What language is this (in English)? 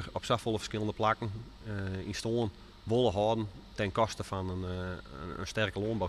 Western Frisian